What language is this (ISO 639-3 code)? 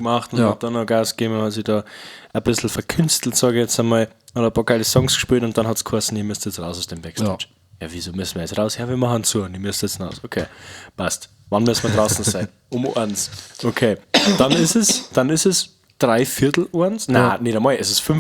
bar